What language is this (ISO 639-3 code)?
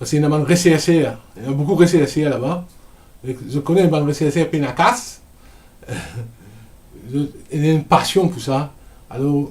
mfe